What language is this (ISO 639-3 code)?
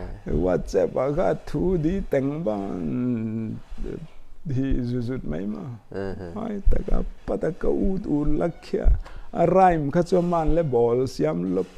pck